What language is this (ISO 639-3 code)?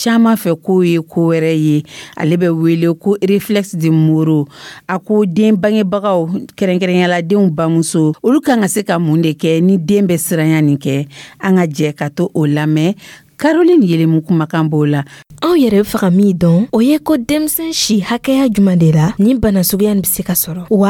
dyu